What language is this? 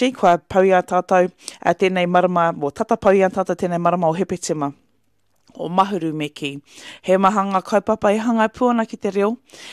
Māori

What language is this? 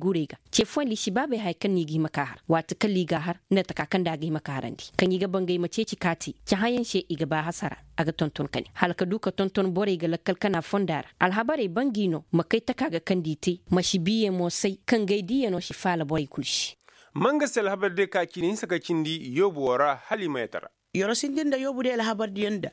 Koyraboro Senni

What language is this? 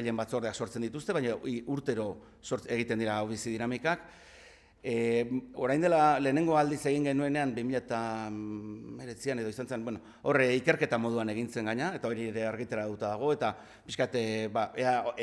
Basque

